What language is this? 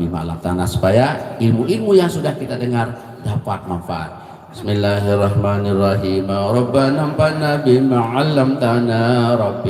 Sasak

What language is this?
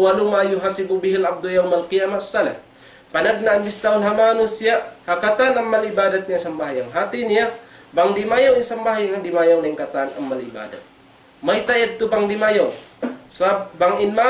Tausug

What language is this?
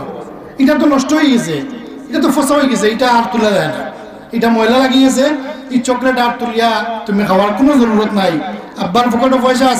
Sylheti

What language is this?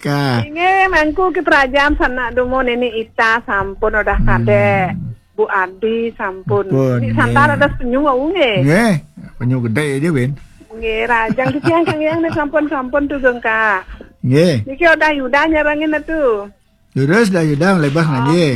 Balinese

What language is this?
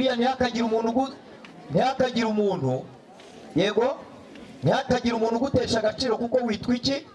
Kinyarwanda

